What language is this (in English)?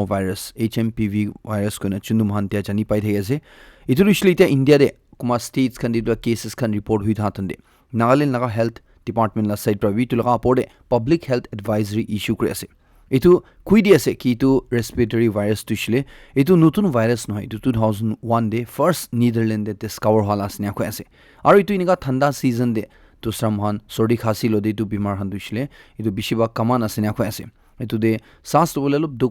Naga Pidgin